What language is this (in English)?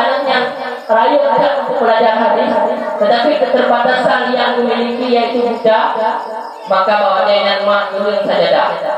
Achinese